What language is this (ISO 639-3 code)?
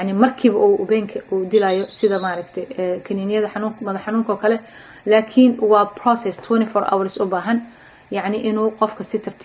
som